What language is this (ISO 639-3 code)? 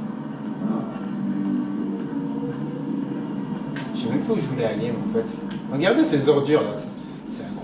fra